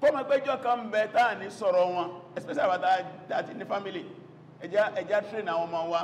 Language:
Yoruba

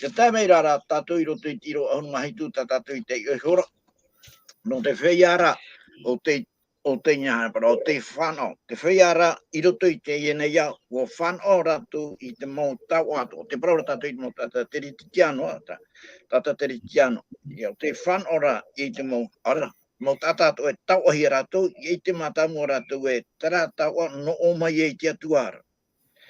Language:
Tahitian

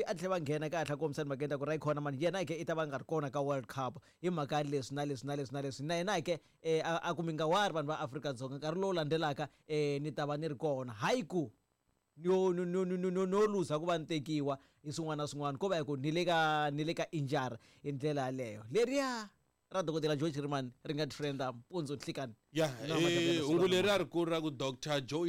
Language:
Tsonga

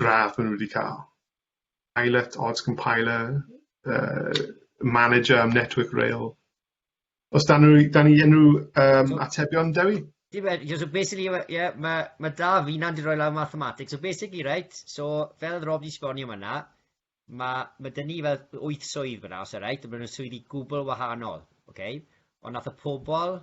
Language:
Welsh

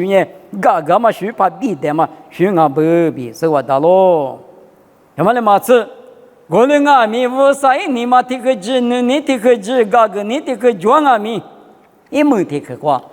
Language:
Lisu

